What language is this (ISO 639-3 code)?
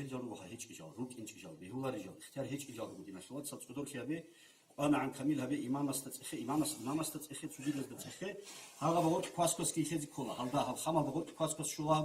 ava